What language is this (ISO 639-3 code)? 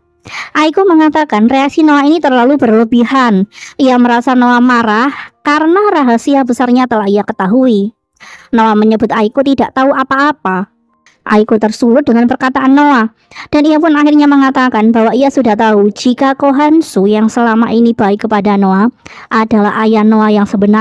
ind